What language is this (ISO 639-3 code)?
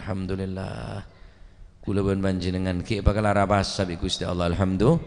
mad